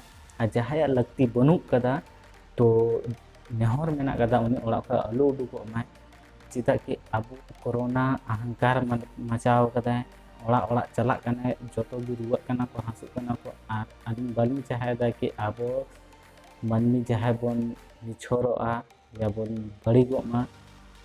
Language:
Santali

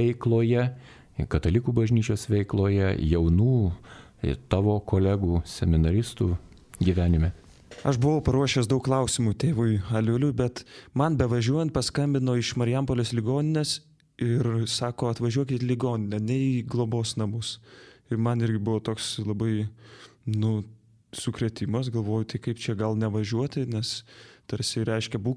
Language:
Lithuanian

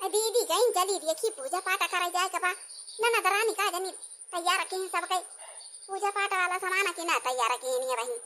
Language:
Awadhi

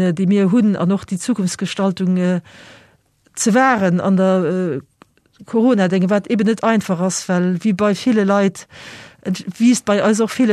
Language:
Luxembourgish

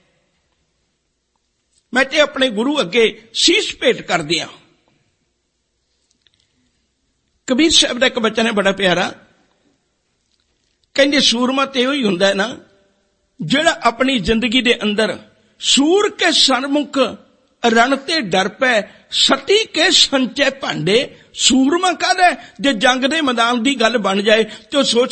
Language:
Punjabi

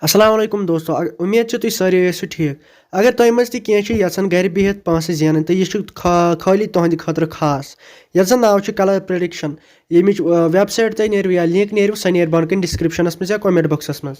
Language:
Kashmiri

